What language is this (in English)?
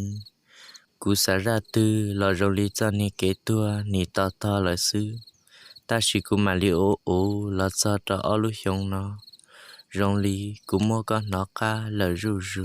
Hmong